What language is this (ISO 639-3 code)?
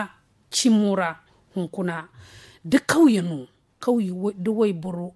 dje